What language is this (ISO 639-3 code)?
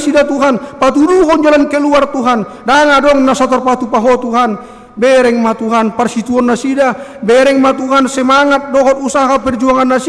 bbc